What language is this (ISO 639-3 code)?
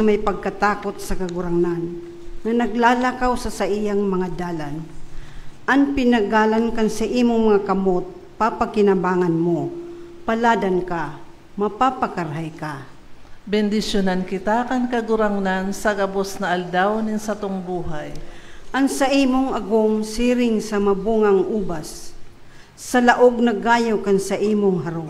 bik